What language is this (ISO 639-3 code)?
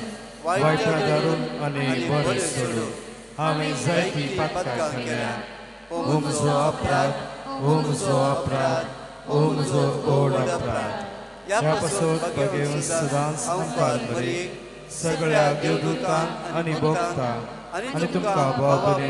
kok